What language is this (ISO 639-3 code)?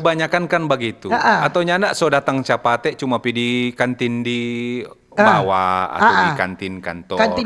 xmm